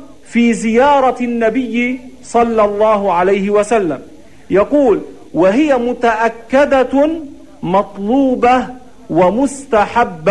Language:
Arabic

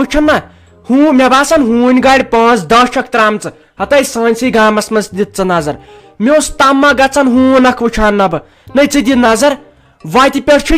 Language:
Kashmiri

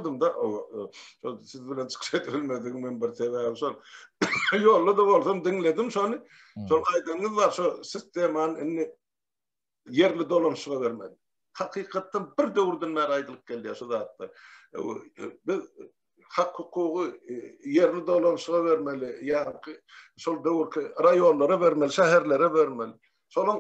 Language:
Turkmen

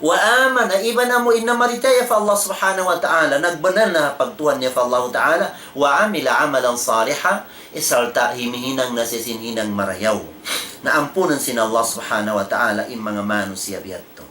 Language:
Tausug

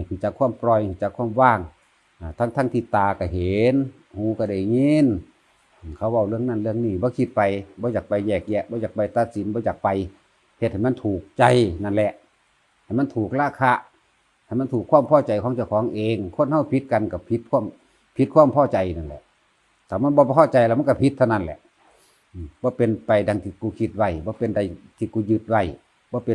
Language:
Northeastern Thai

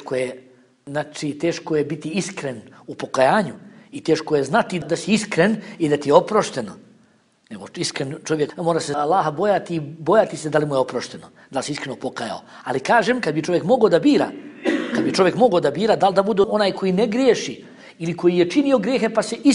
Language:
Bosnian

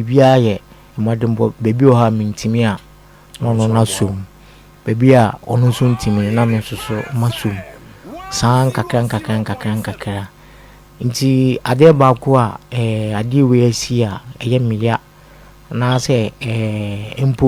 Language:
Akan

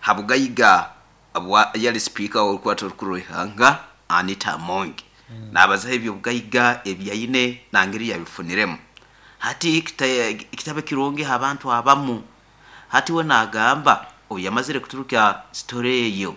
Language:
Nyoro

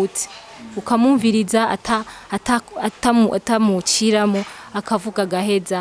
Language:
Rundi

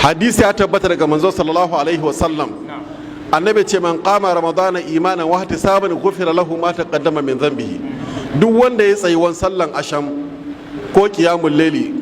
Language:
Hausa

